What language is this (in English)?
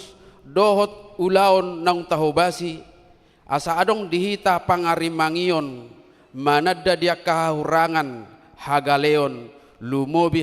Batak Toba